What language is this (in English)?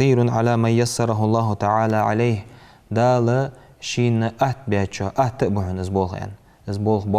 Ingush